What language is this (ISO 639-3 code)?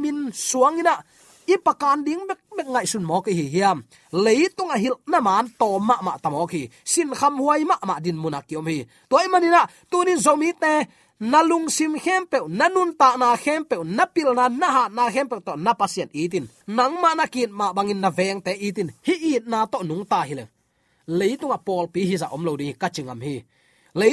ctd